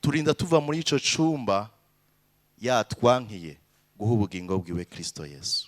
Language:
Rundi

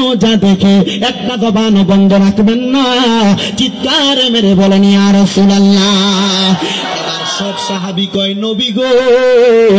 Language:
Bangla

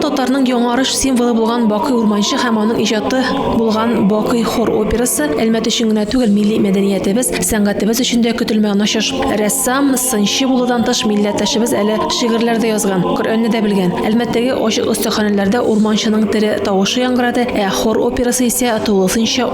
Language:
Tatar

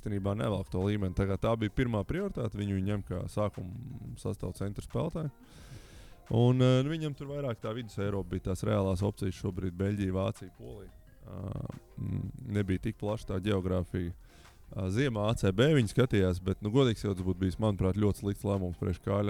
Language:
Latvian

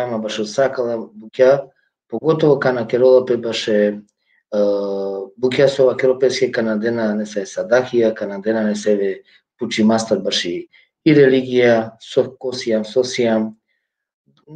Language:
Balkan Romani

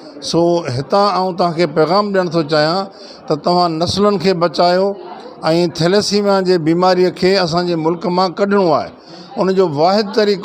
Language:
Sindhi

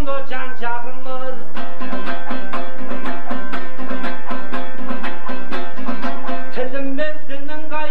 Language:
Kazakh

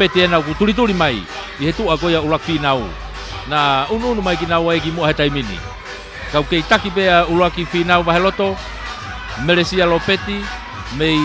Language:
Tongan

